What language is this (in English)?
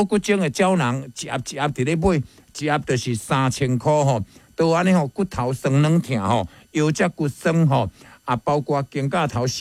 Min Nan Chinese